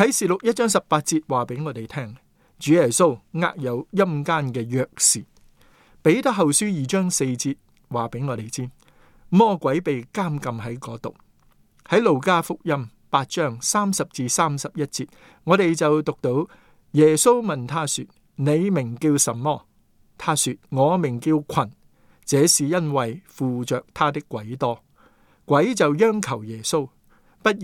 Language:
Cantonese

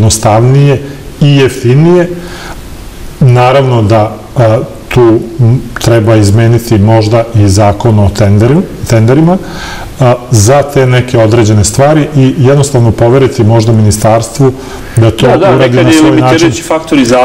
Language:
Serbian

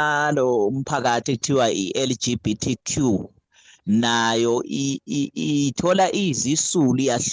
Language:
Zulu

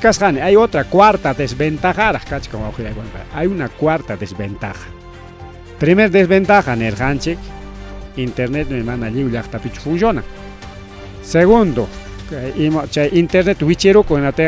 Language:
Ayacucho Quechua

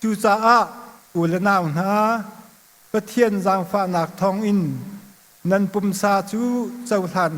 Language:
Hakha Chin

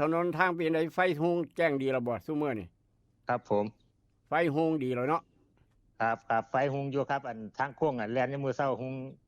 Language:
Northeastern Thai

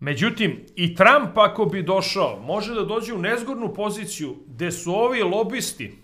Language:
Serbian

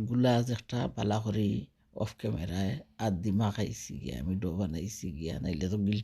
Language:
Sylheti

